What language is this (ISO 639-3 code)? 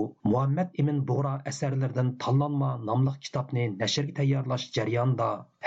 uig